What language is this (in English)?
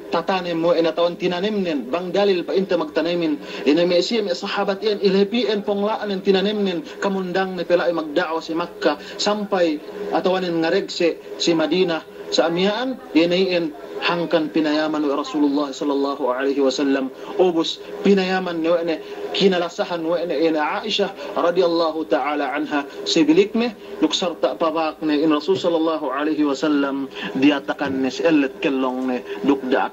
Yakan